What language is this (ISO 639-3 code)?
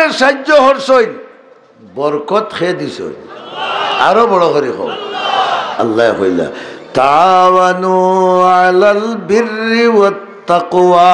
syl